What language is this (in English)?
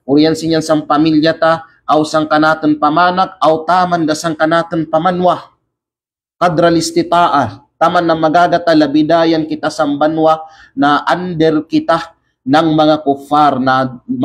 Kalagan